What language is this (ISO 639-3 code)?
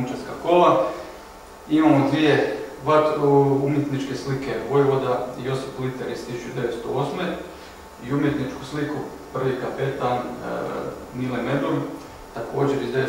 hrv